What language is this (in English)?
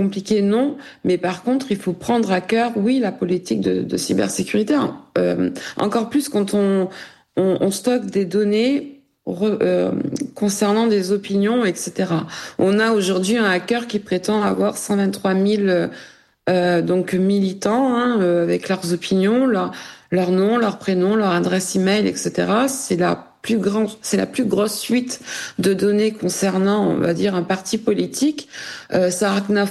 French